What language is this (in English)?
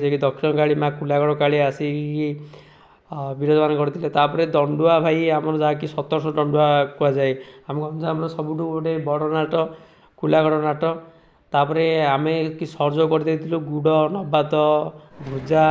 Odia